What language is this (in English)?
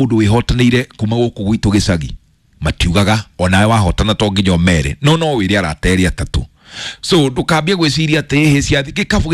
Kikuyu